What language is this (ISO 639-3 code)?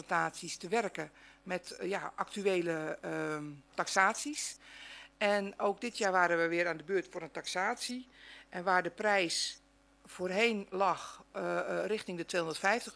nld